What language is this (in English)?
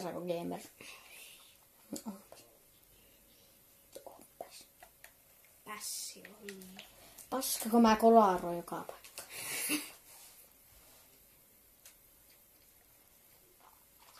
Finnish